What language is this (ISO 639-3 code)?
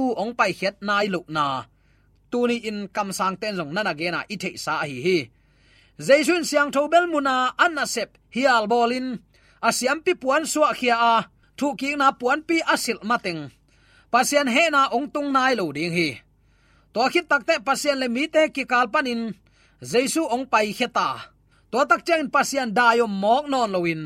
ctd